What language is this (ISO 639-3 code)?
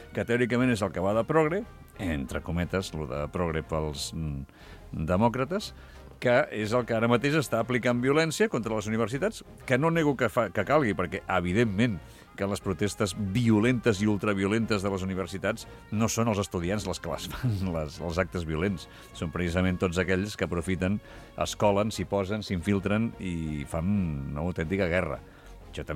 cat